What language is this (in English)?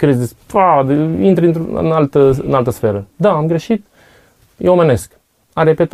Romanian